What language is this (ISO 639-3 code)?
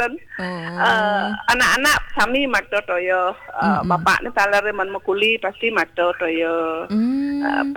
ban